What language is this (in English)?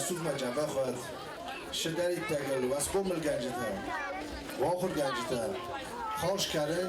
Ossetic